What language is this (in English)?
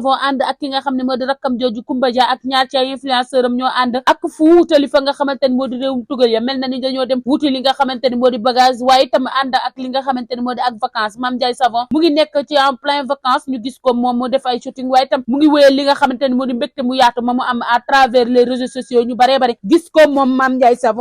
Wolof